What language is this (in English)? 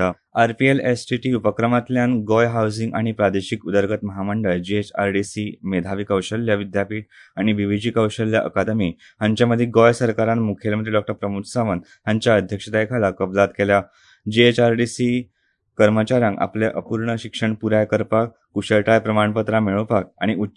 Konkani